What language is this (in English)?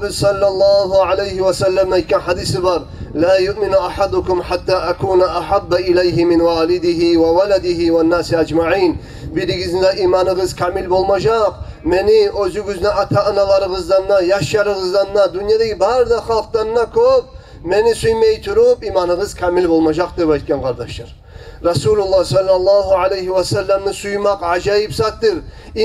Kumyk